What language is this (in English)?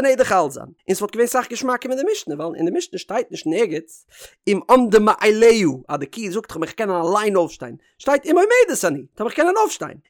Yiddish